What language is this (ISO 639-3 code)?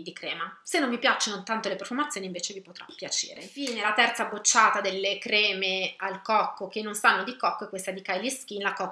ita